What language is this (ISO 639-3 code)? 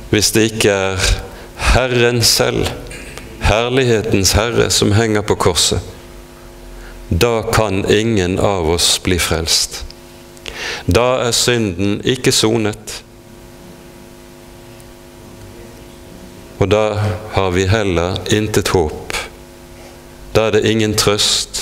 nor